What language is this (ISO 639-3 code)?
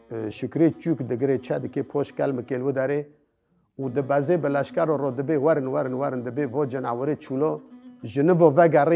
kur